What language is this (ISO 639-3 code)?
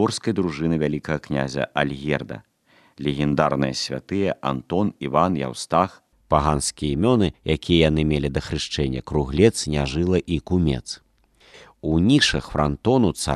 bel